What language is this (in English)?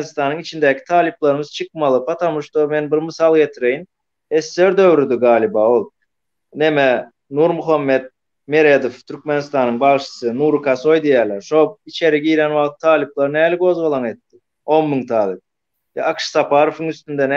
Turkmen